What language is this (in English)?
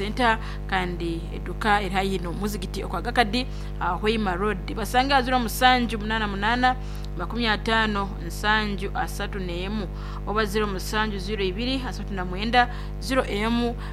Nyankole